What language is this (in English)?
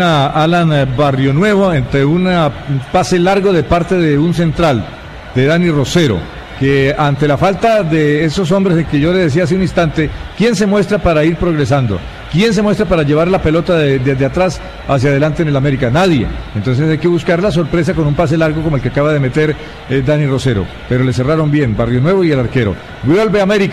Spanish